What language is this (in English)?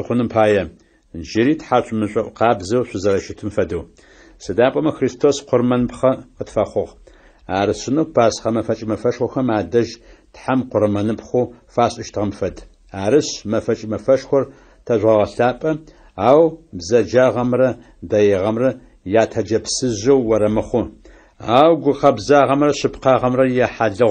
Adyghe